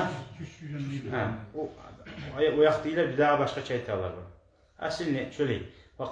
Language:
Kumyk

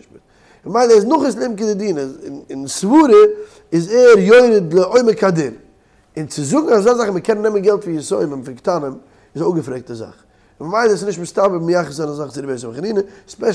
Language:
Yiddish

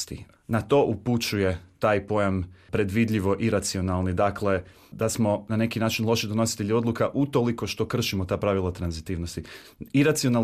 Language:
Croatian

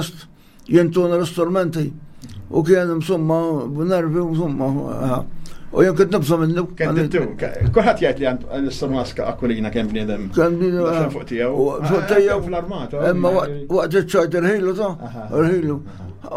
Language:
Maltese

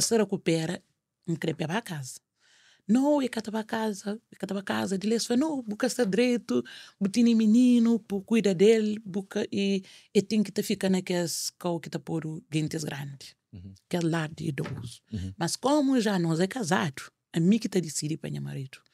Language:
Kabuverdianu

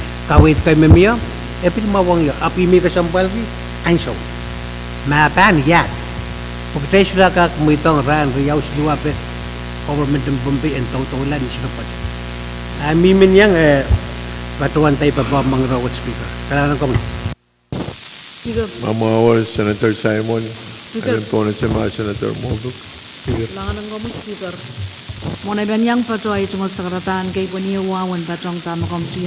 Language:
Pohnpeian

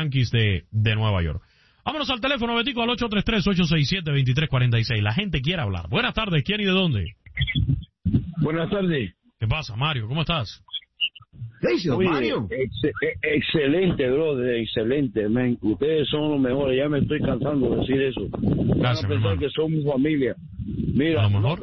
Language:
Spanish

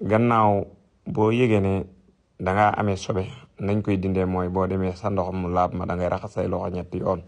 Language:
Wolof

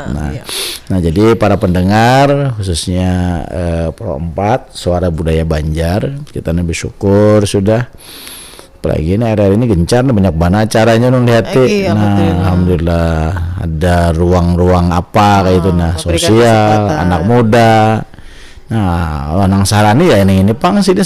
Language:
Banjar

